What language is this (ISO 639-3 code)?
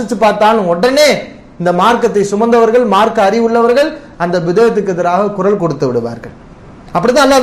tam